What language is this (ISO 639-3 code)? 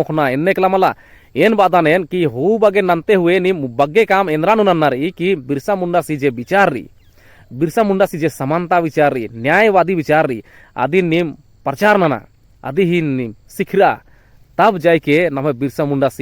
kru